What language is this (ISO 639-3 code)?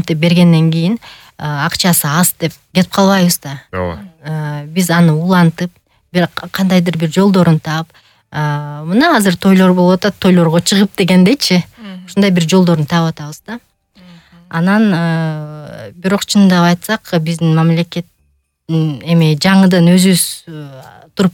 kir